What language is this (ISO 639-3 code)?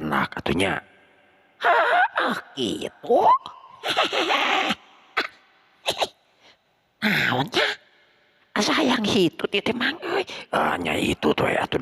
sun